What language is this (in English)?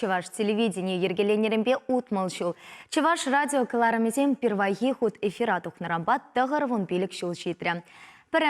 Chuvash